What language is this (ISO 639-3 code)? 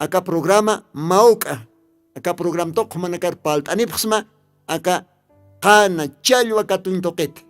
aym